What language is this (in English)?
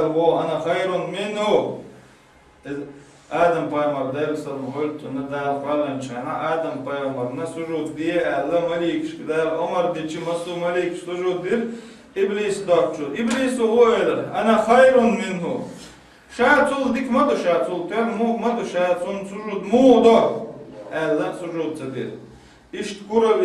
Chechen